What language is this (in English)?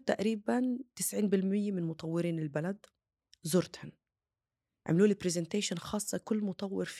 North Levantine Arabic